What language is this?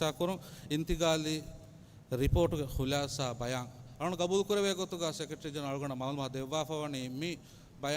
Divehi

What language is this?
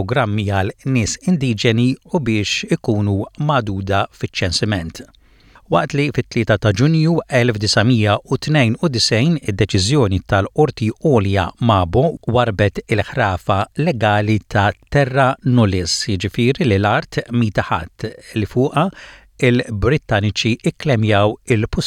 Maltese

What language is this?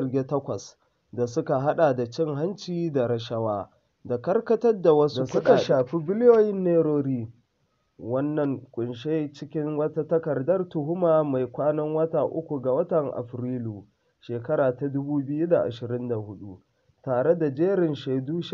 Hausa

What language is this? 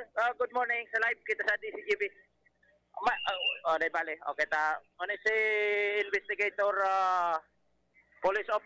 Bikol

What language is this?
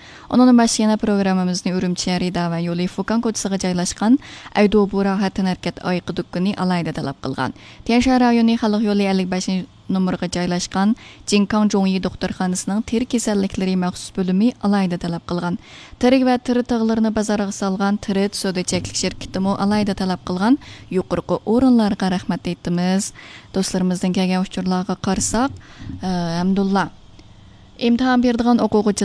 Uyghur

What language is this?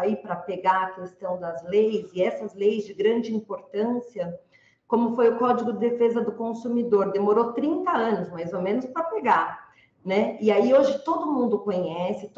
Portuguese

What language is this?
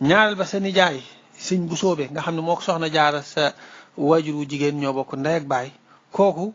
Wolof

